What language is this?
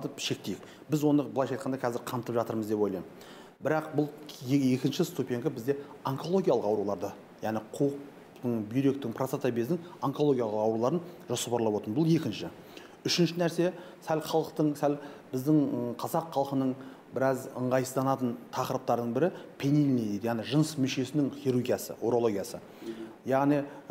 Kazakh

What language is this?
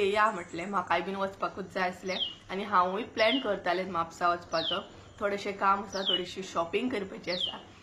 Konkani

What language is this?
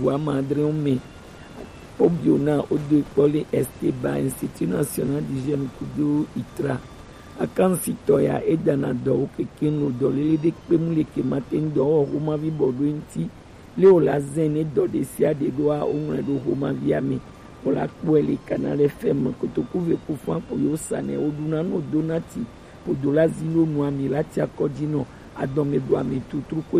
Gen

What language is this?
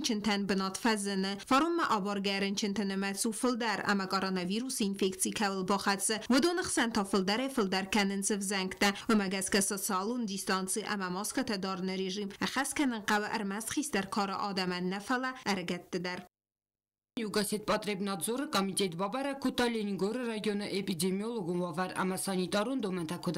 Ossetic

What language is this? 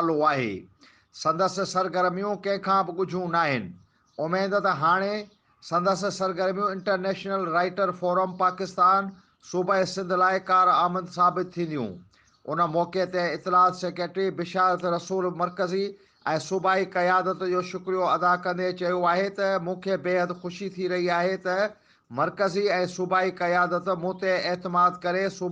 Sindhi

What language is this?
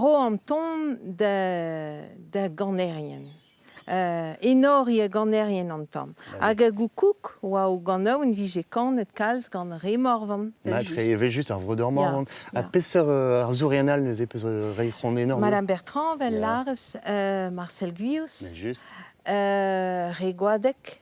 Breton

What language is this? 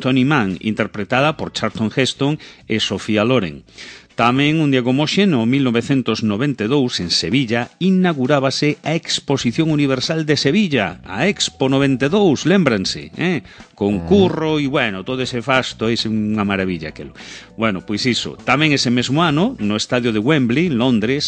Galician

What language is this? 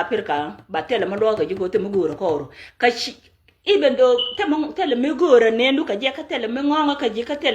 Nuer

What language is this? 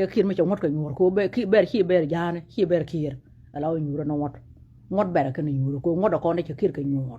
Nuer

